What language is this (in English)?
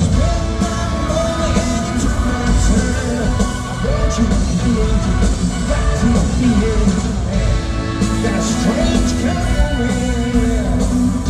English